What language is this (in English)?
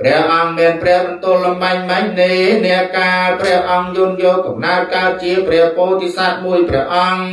Khmer